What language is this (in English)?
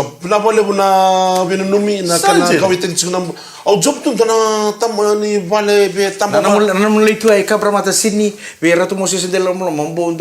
Fijian